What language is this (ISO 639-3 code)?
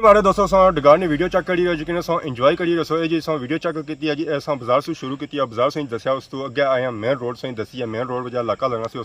phr